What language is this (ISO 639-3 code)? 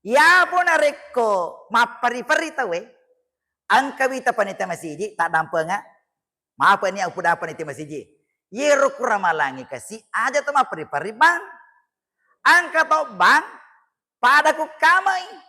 bug